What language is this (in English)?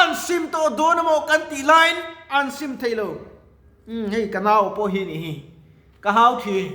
Mizo